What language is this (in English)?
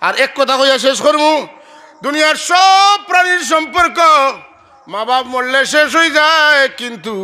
Sylheti